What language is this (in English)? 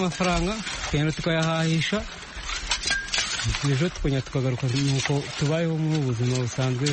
Kinyarwanda